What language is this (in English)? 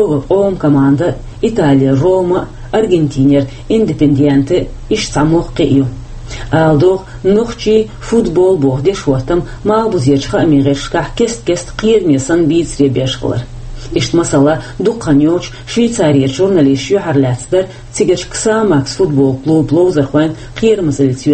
Chechen